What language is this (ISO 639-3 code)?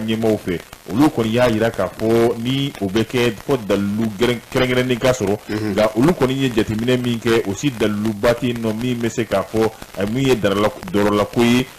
bam